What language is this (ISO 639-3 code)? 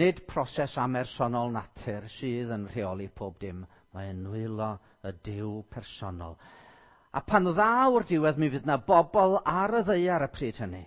cym